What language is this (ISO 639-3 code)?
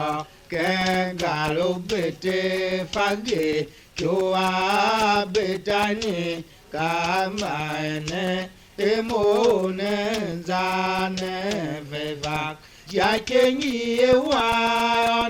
tiv